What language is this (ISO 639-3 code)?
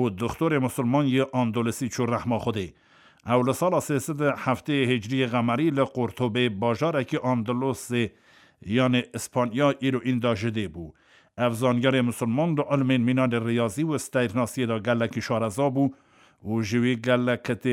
kur